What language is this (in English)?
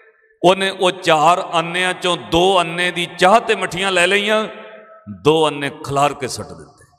Punjabi